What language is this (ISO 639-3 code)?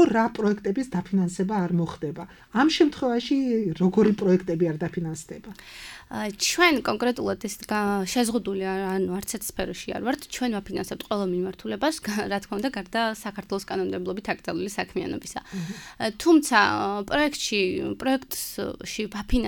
kat